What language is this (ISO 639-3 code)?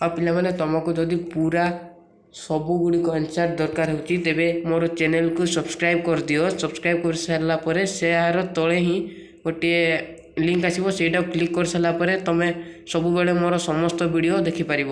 ori